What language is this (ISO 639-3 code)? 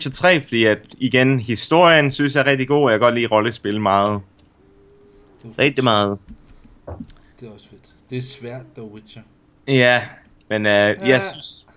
dan